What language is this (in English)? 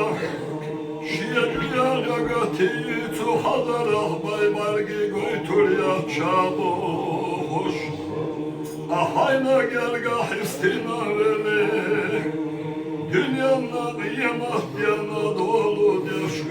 Chechen